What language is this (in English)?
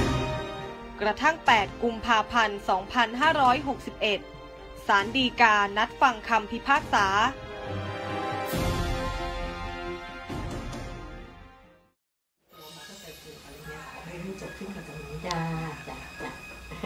Thai